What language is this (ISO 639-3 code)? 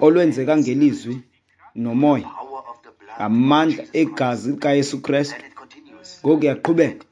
xho